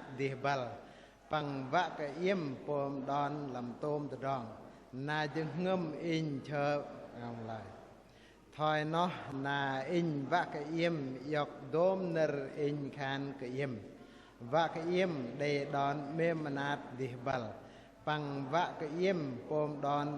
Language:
Bahnar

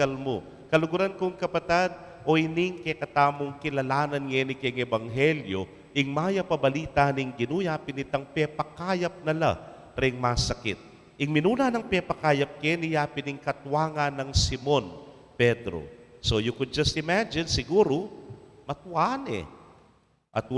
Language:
Pampanga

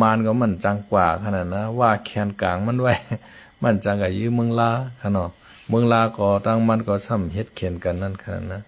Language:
Shan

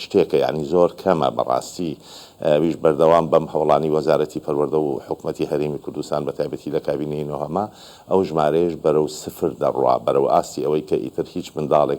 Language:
Central Kurdish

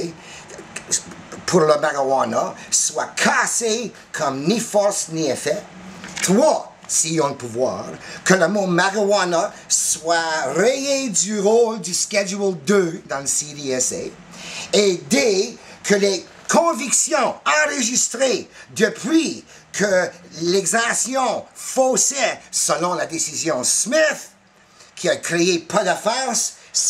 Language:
French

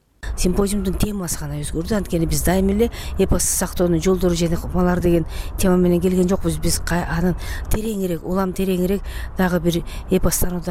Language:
Kyrgyz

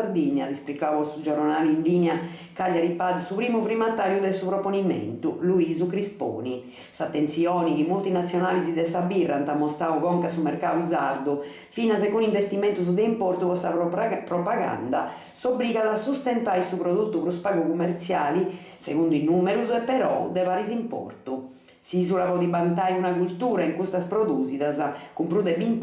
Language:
Sardinian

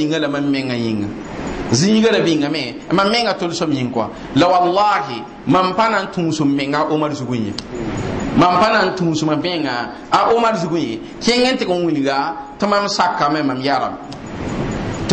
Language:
Mossi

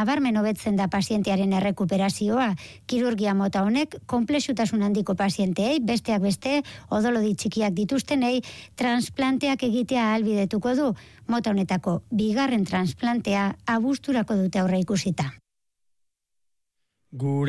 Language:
Basque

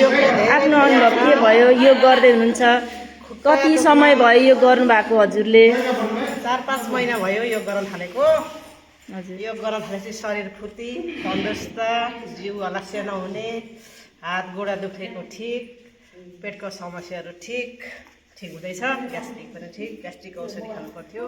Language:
Nepali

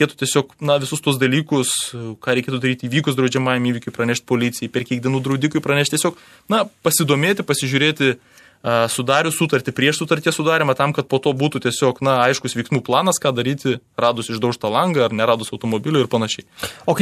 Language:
Lithuanian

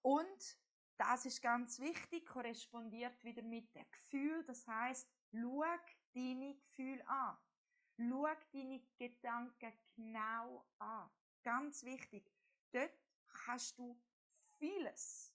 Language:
Swiss German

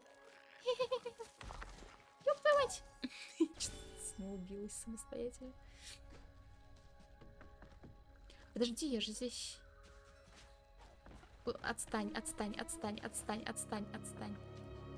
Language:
Russian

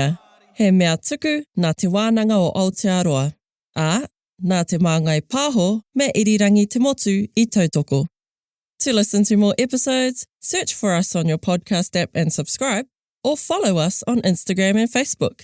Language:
Māori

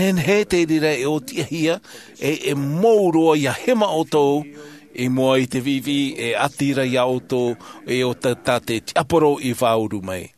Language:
Tahitian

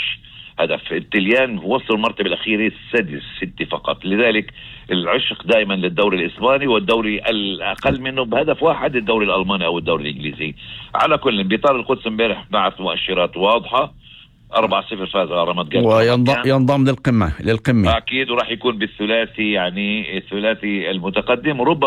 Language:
North Levantine Arabic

